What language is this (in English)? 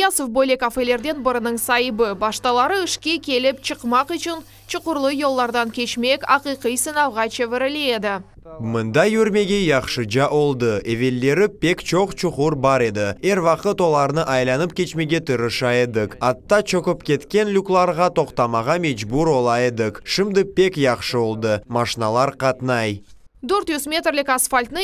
Crimean Tatar